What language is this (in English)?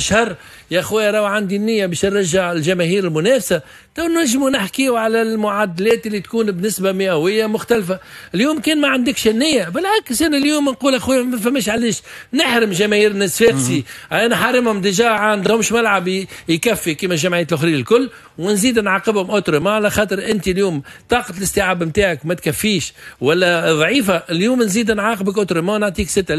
Tunisian Arabic